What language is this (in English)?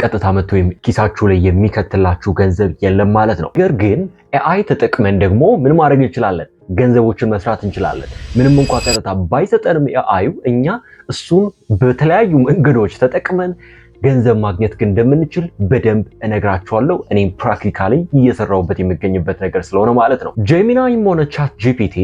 Amharic